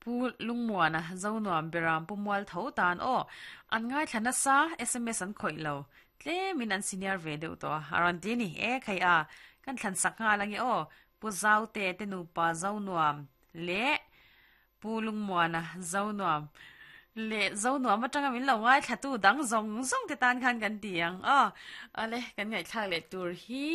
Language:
Mizo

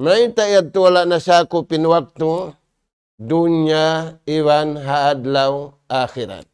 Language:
Tausug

